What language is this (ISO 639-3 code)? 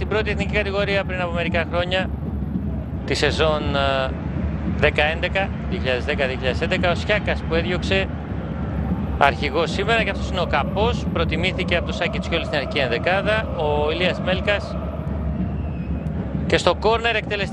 ell